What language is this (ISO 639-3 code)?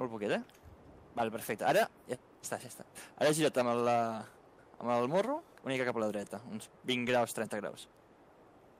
cat